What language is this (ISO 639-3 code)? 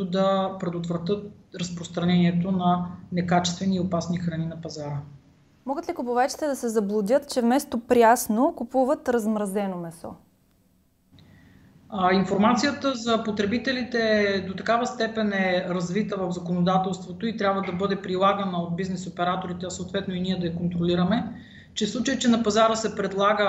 bul